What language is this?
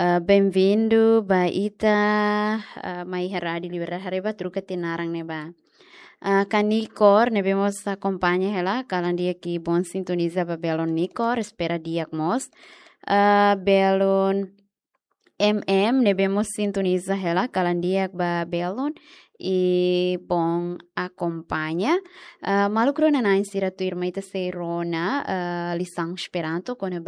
Tetum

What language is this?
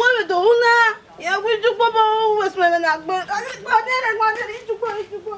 Bini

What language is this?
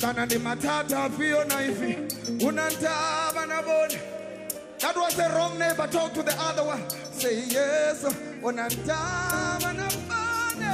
Venda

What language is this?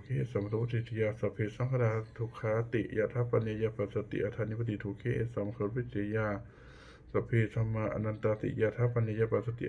Pali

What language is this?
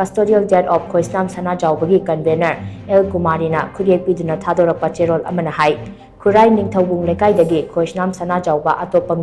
Manipuri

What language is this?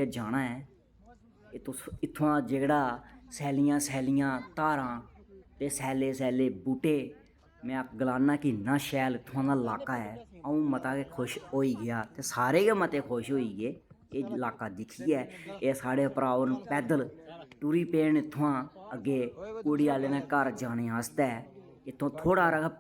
Dogri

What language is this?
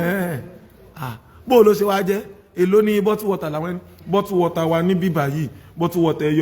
Yoruba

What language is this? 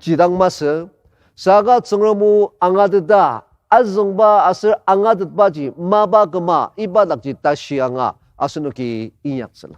Ao Naga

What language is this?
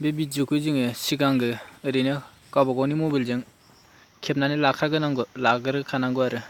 Bodo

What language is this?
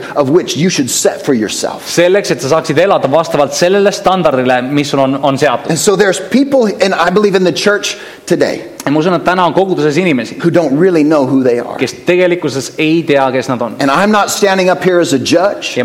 Estonian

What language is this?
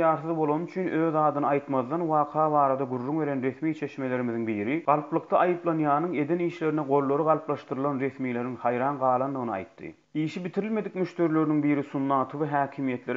Turkmen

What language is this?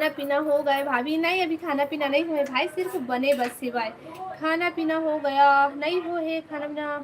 Chhattisgarhi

